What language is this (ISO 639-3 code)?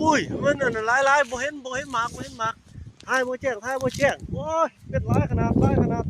lao